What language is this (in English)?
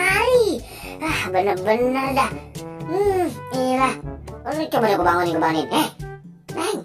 Betawi